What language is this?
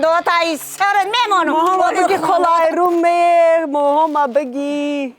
Tajik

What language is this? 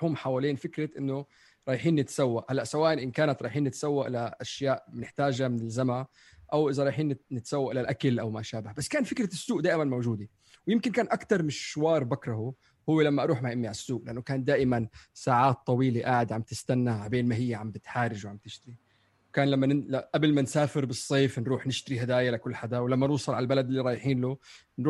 North Levantine Arabic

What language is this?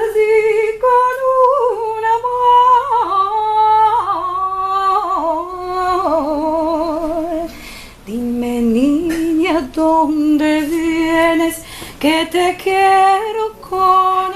Ladino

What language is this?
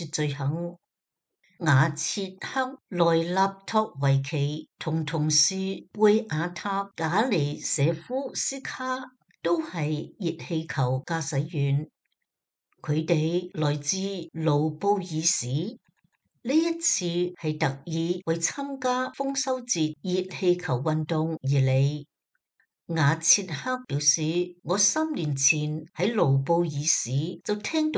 Cantonese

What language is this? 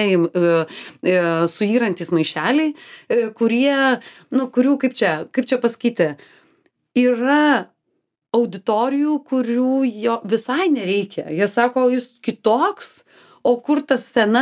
Lithuanian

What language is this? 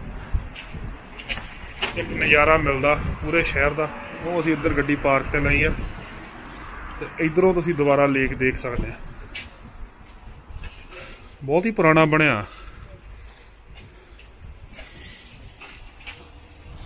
Punjabi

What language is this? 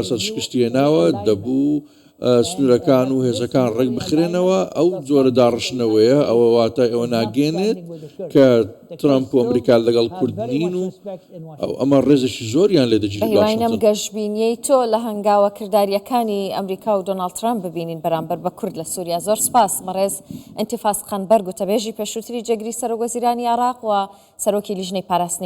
Central Kurdish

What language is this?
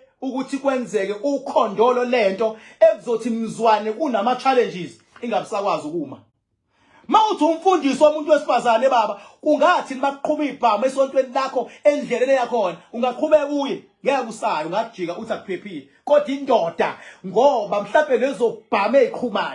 Zulu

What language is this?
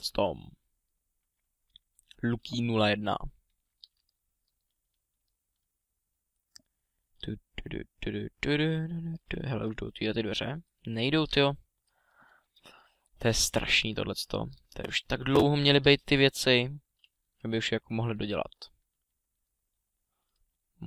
Czech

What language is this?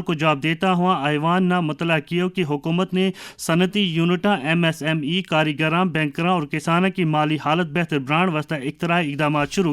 Gujari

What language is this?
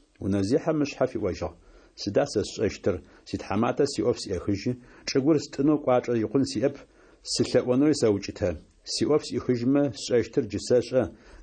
Adyghe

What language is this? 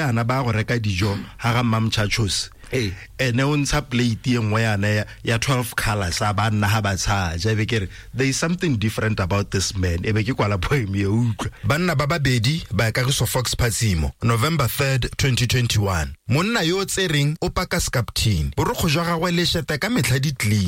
Tswana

